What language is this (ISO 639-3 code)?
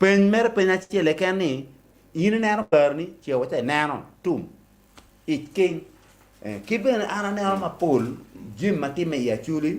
ach